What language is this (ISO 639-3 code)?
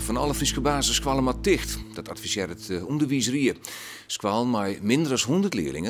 fry